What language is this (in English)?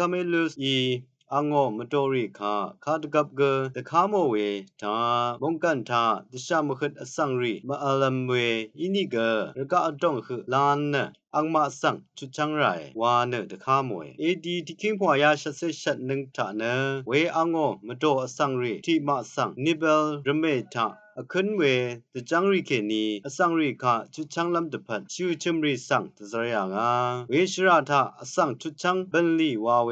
Rawang